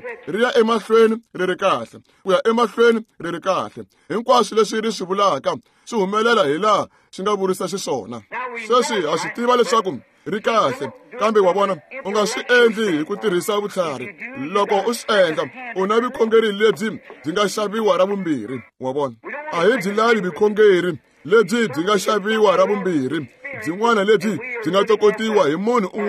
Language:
Tsonga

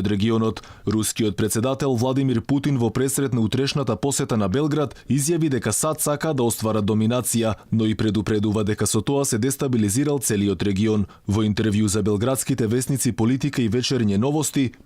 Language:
Macedonian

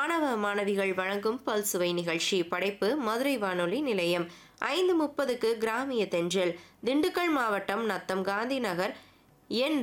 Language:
Tamil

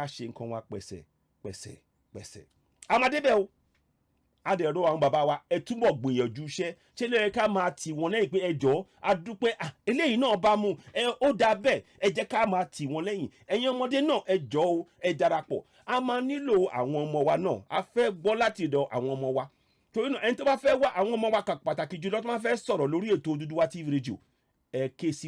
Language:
Yoruba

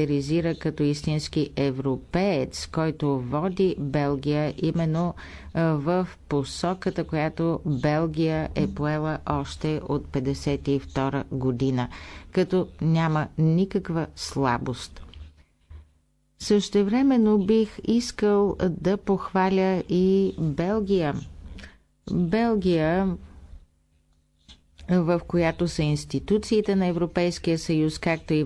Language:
Bulgarian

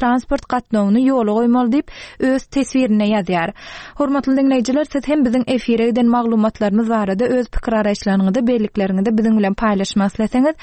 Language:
Turkmen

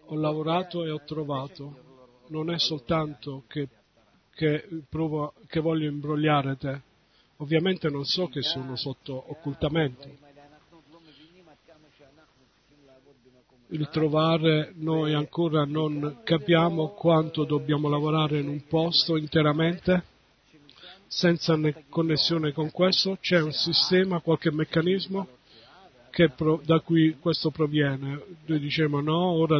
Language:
Italian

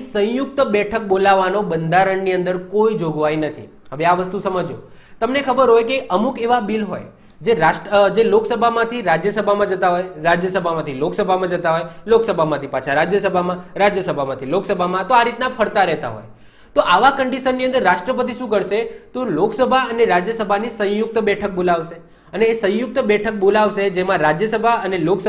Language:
Gujarati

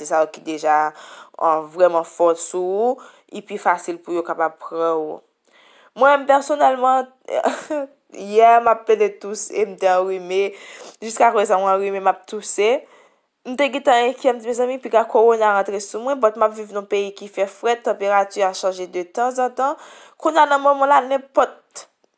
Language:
Haitian Creole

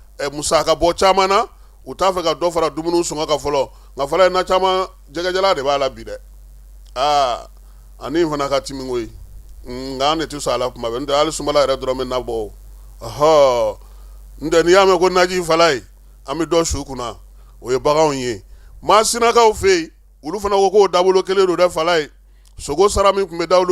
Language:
Bambara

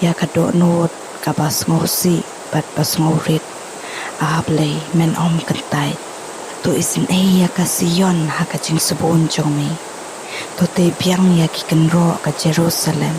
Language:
Khasi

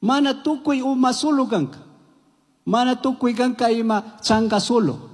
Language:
Chimborazo Highland Quichua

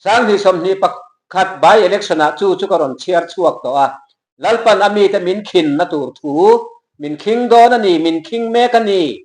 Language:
Mizo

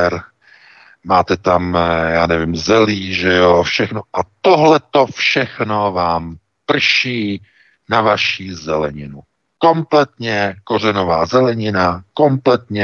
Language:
Czech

